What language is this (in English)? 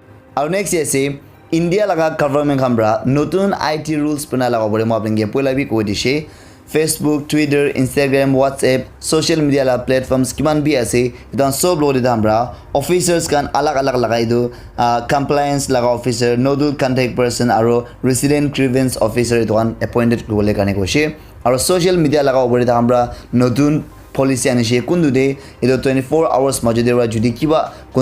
Naga Pidgin